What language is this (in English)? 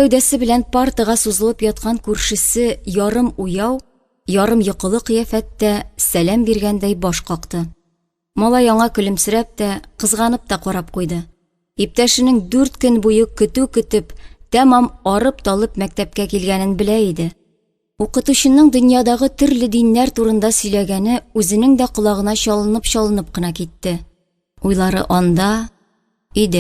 Tatar